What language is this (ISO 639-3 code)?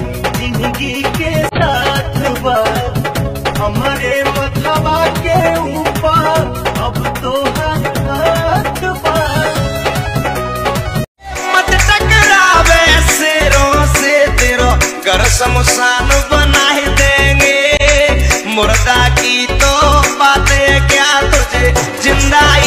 bho